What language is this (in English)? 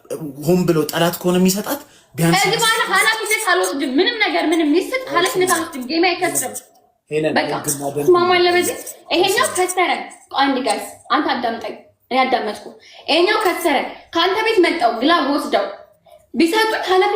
Amharic